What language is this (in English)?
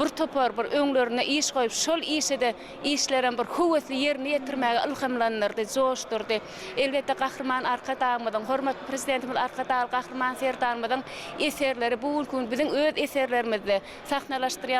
Turkmen